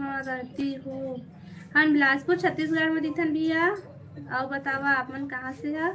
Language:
Chhattisgarhi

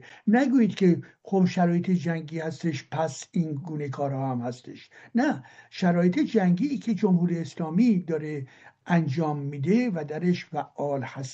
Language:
Persian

